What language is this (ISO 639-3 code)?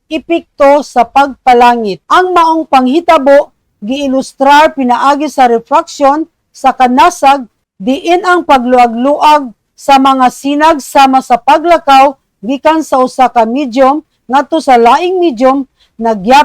ceb